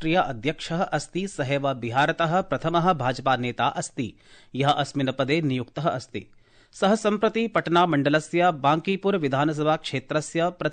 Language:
Sanskrit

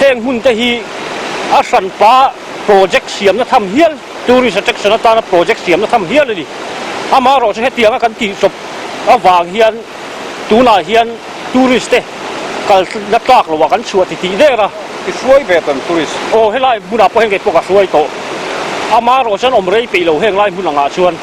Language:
Mizo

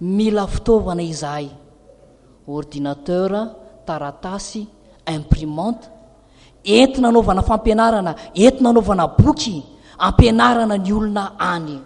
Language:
Malagasy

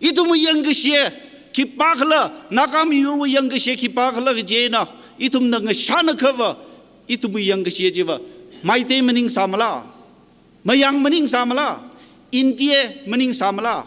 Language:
Tangkhul Naga (India)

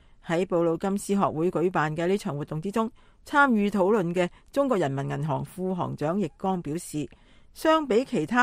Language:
Cantonese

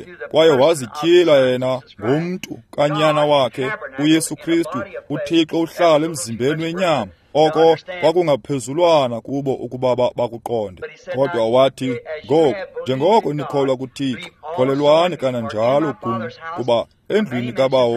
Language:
Xhosa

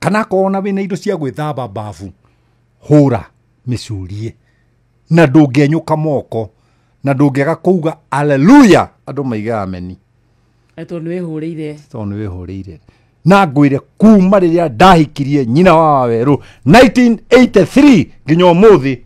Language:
Kikuyu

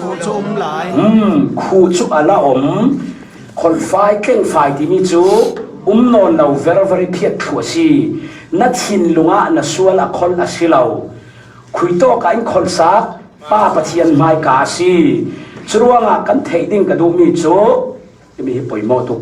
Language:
Falam Chin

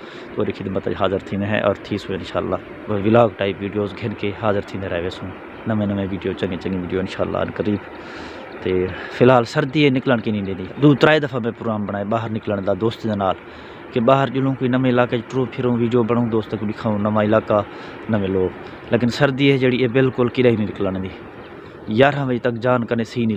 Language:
Saraiki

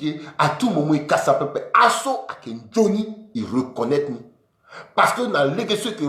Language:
Sango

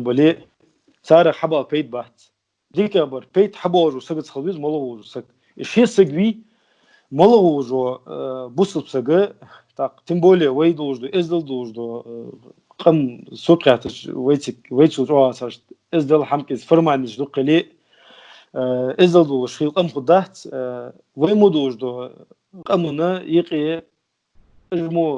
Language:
Ingush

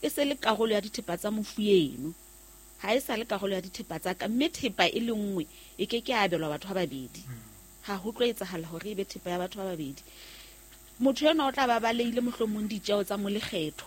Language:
Southern Sotho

